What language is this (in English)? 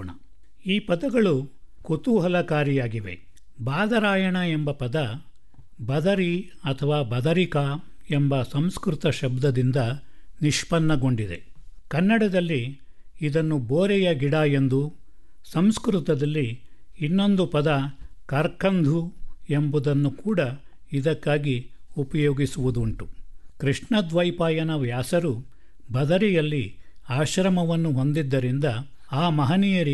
Kannada